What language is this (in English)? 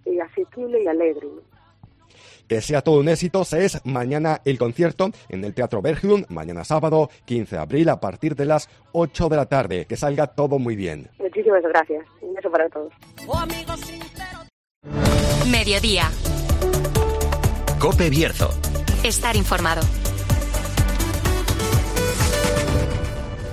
Spanish